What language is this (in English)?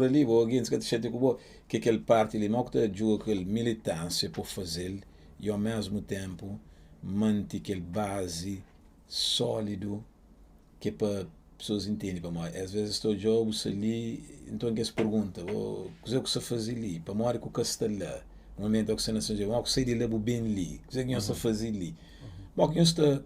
Kabuverdianu